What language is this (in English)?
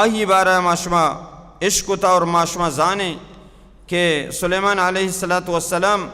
Baluchi